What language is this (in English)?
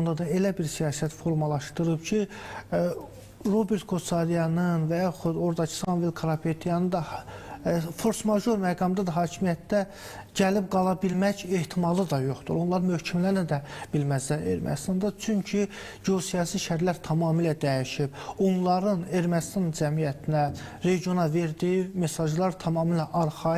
Azerbaijani